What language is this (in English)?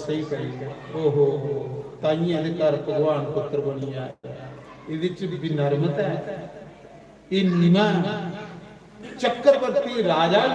Dogri